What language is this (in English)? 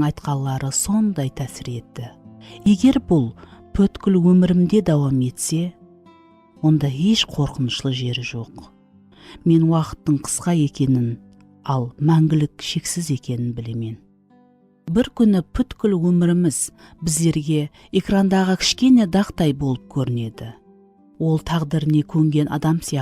Kara-Kalpak